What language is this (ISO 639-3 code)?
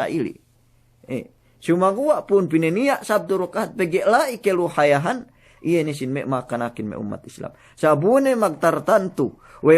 yka